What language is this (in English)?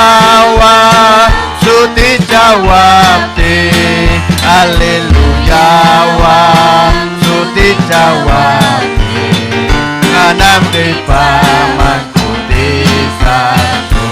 Ayacucho Quechua